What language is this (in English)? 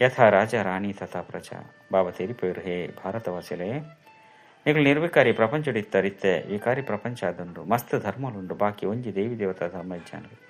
Tulu